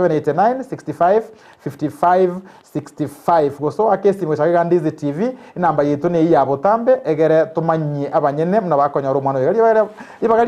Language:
Gusii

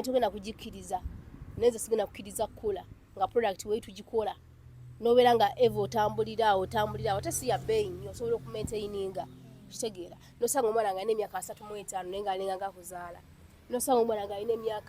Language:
Ganda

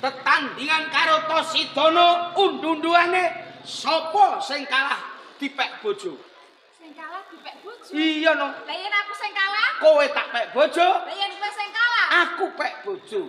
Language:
Javanese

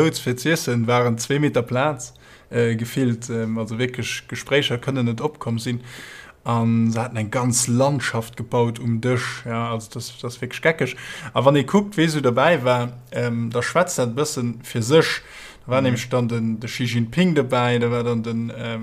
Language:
Luxembourgish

